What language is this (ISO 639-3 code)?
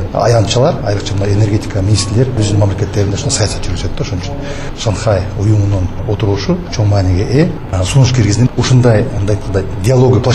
kir